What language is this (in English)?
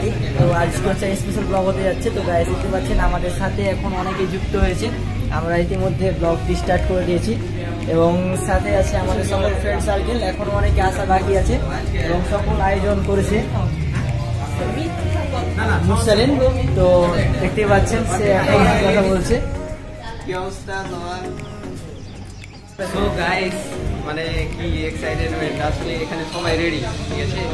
Bangla